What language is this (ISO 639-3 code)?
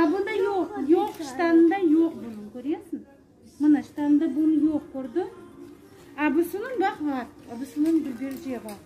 crh